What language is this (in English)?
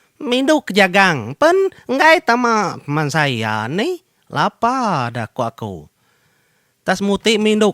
Iban